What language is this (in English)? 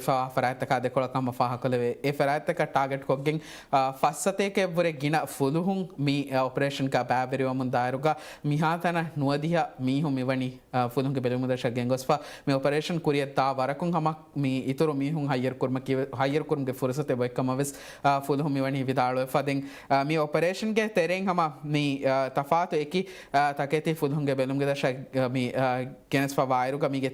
Divehi